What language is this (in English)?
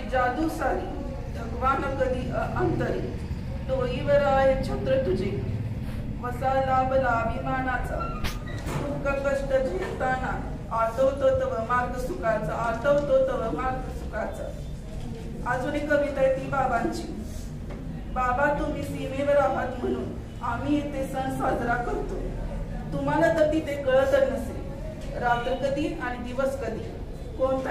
Marathi